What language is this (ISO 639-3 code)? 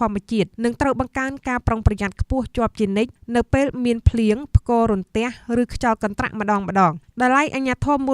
khm